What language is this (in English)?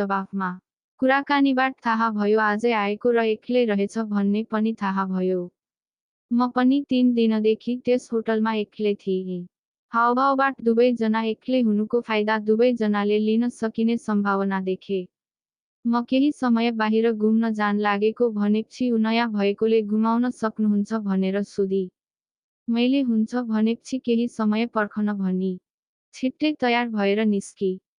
Nepali